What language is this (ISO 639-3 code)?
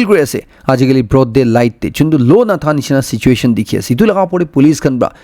nag